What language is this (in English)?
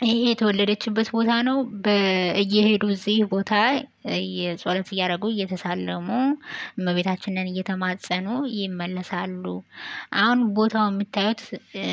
Amharic